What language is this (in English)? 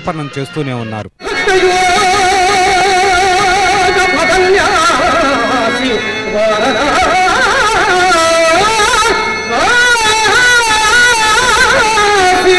Telugu